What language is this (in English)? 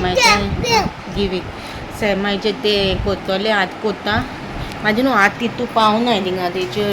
Konkani